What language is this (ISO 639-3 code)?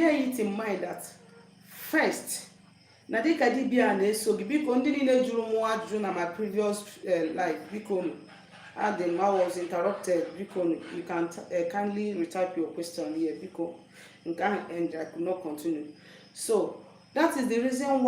ibo